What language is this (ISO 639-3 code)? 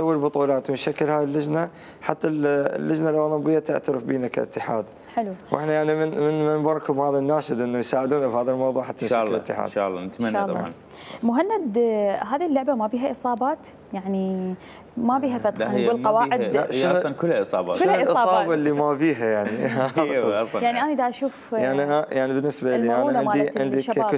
acm